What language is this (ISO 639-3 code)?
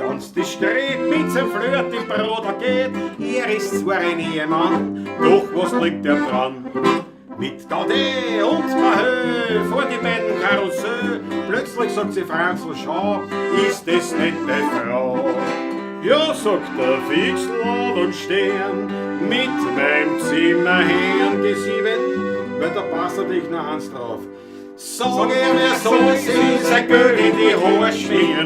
bar